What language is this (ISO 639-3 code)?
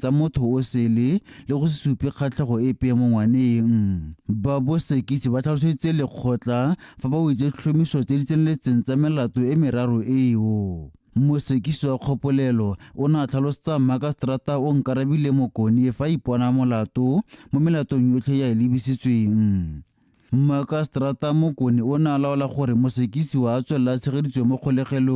tsn